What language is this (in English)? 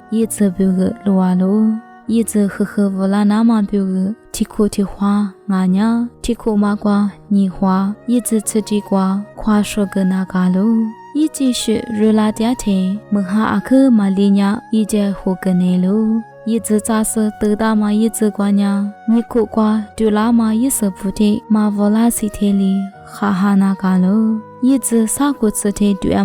Lisu